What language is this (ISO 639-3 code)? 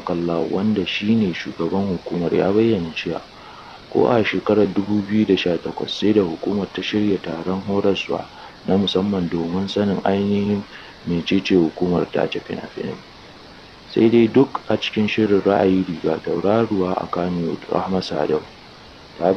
hau